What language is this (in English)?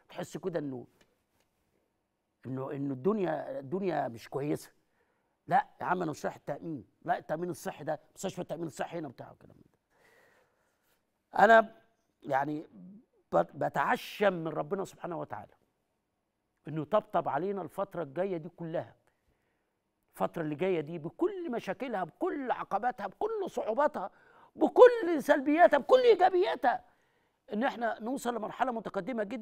Egyptian Arabic